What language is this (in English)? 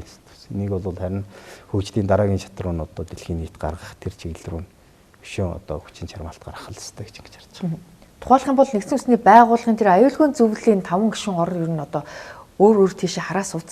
Mongolian